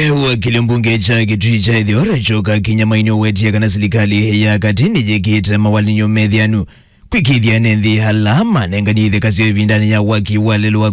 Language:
Kamba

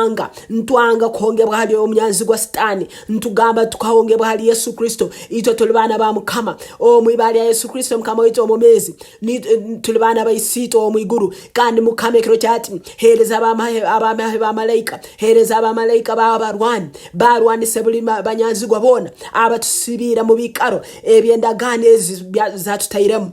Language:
Nyankole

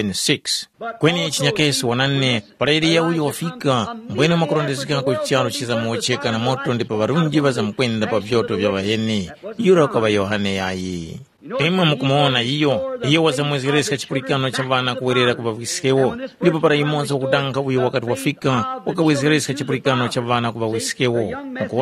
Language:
Tumbuka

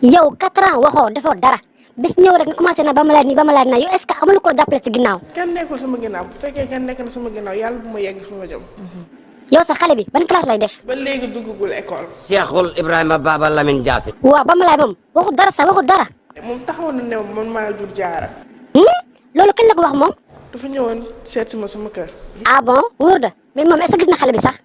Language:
Wolof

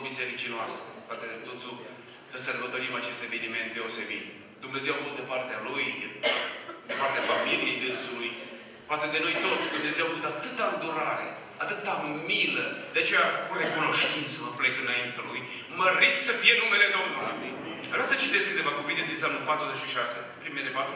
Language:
Romanian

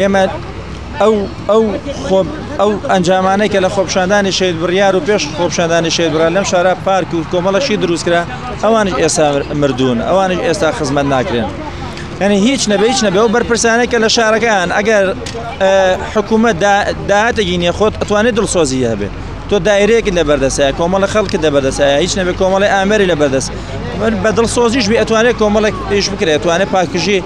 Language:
Central Kurdish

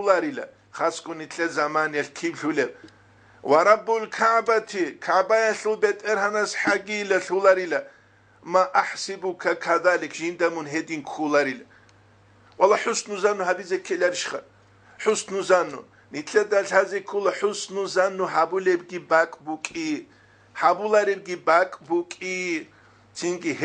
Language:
Avaric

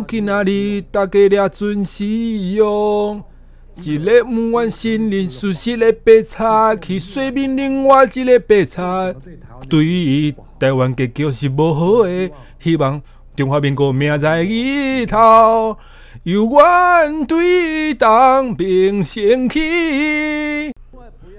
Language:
Min Nan Chinese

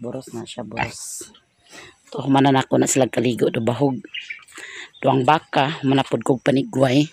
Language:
Cebuano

